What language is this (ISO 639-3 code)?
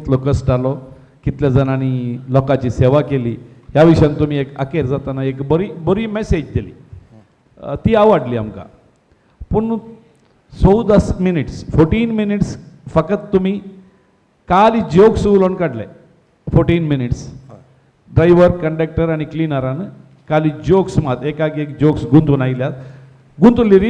kok